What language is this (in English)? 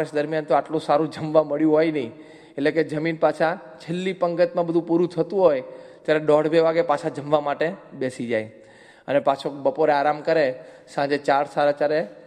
Gujarati